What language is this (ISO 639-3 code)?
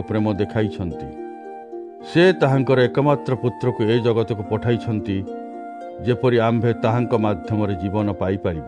ori